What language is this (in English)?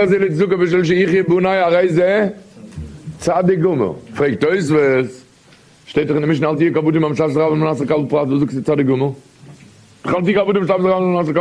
Yiddish